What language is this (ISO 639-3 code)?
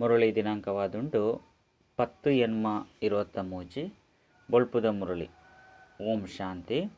tcy